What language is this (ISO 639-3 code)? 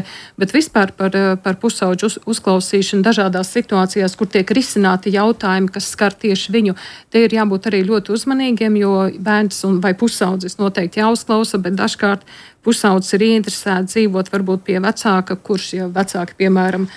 lav